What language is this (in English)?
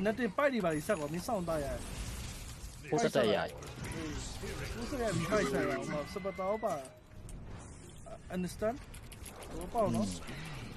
Burmese